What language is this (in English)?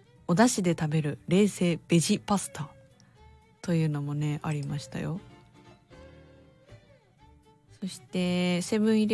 Japanese